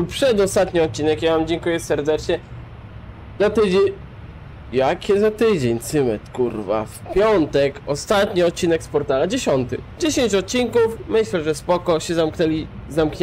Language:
Polish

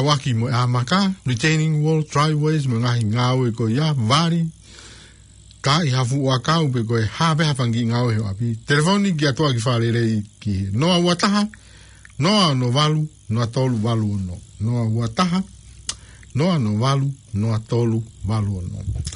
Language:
Tongan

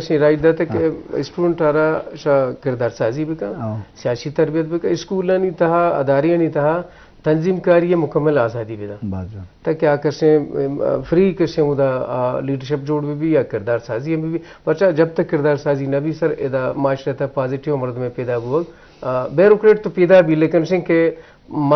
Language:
Eastern Balochi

